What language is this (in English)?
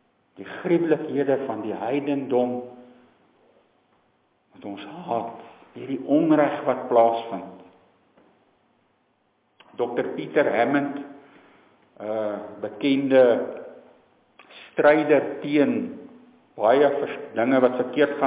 Afrikaans